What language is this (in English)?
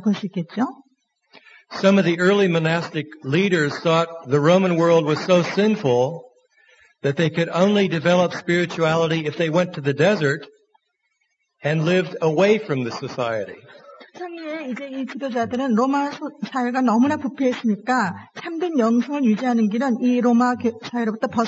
Korean